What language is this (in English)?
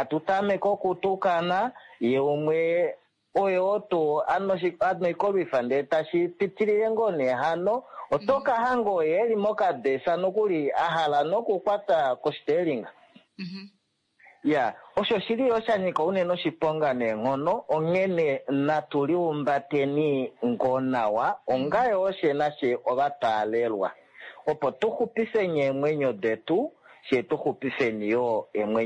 Kuanyama